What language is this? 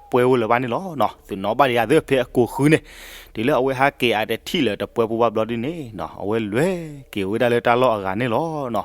S'gaw Karen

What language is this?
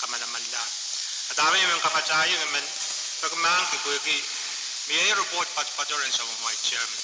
Pohnpeian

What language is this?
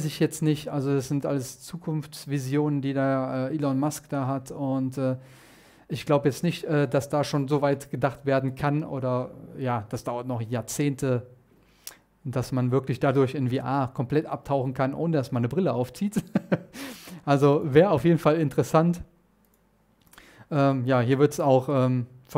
German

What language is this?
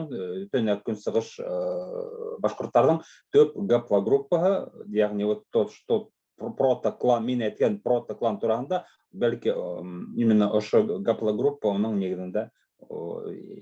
Bashkir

